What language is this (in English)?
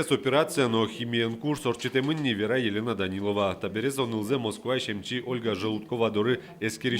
Udmurt